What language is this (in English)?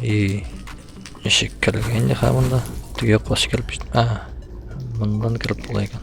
Tatar